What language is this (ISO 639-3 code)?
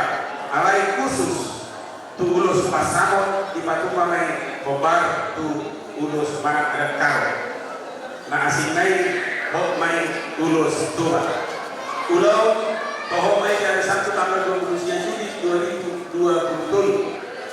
bbc